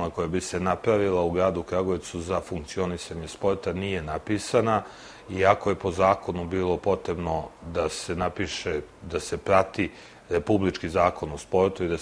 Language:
Serbian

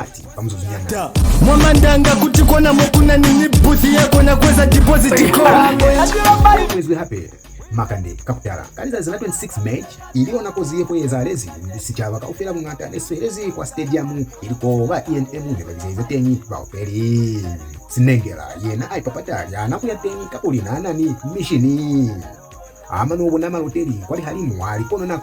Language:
Lozi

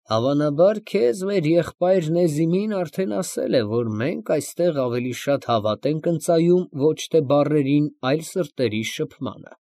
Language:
Armenian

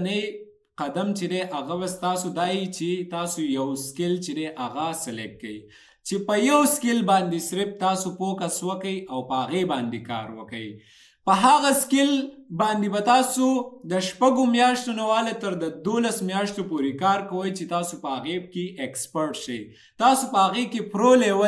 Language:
Pashto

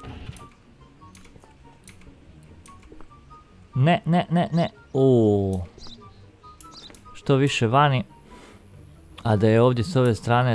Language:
Croatian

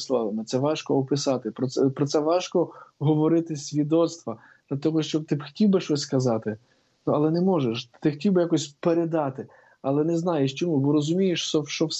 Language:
Ukrainian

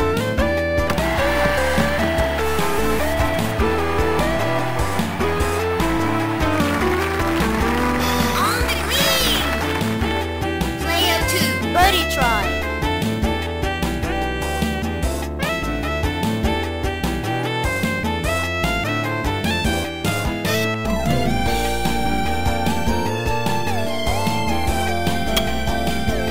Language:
English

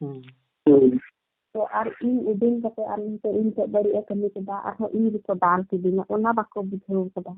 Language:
Santali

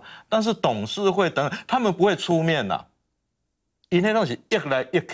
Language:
Chinese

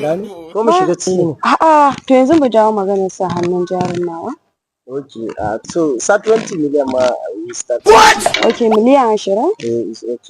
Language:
Hausa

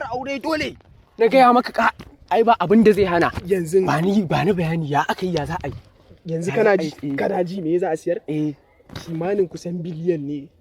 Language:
Hausa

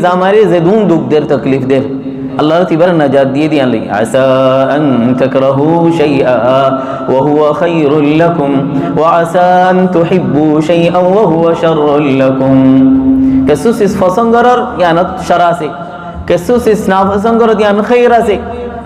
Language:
Rohingya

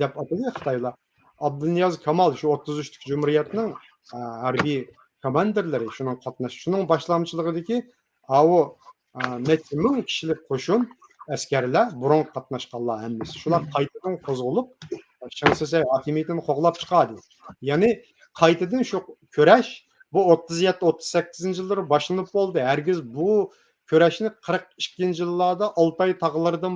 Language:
Uyghur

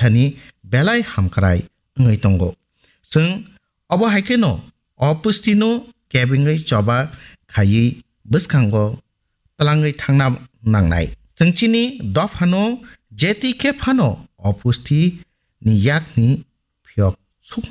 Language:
Kok Borok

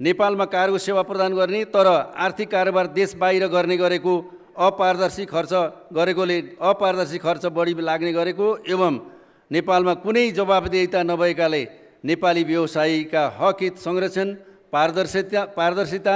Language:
Nepali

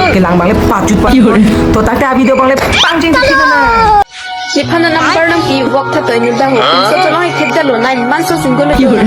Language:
Karbi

